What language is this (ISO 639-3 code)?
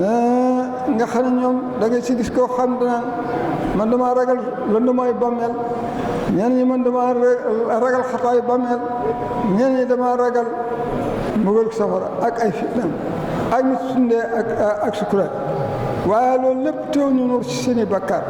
wol